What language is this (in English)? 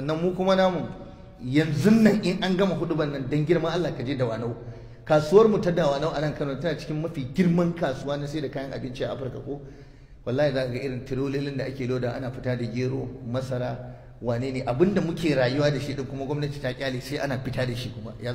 Hausa